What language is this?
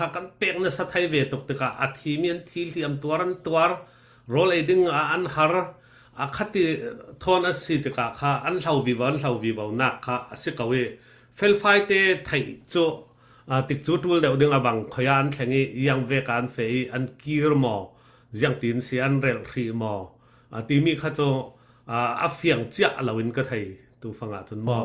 Falam Chin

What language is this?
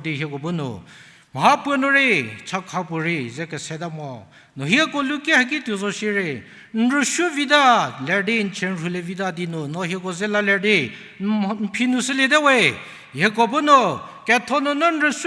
Angami Naga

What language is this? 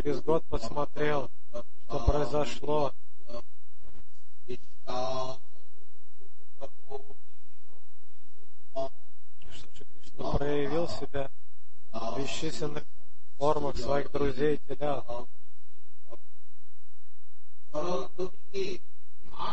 Russian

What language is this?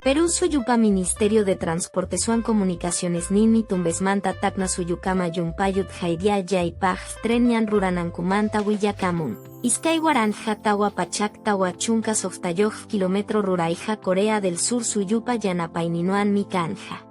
Quechua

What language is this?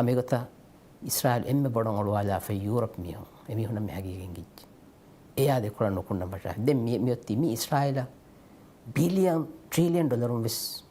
Divehi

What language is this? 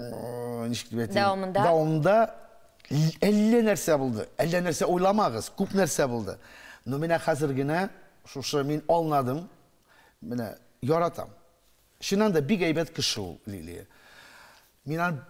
Tatar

